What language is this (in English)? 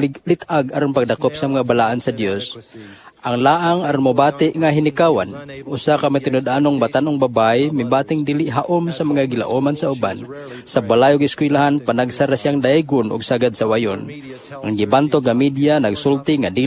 Cebuano